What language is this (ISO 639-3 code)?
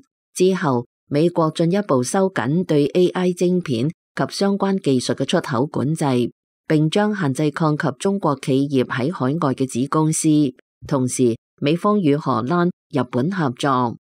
yue